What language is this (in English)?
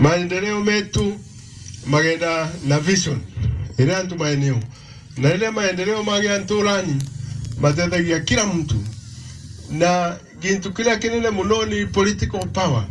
Meru